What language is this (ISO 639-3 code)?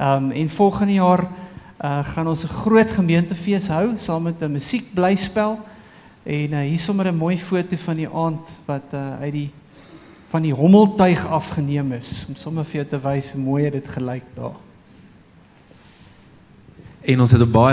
afr